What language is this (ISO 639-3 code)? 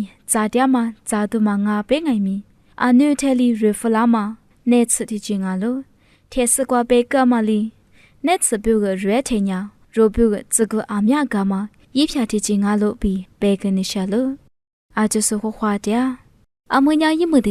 lis